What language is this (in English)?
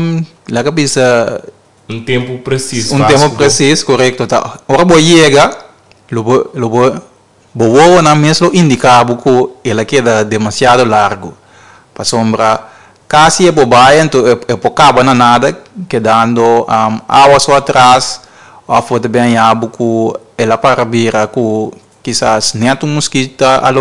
Papiamento